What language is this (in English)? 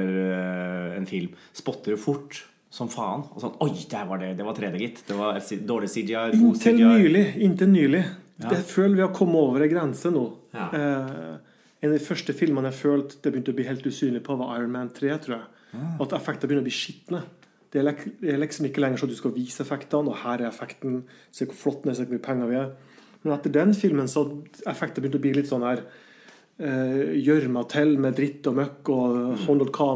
Norwegian